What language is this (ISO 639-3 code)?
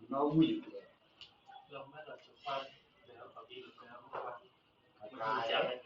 ach